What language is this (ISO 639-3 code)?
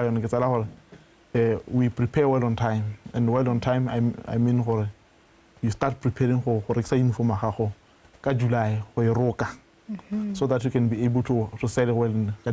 tsn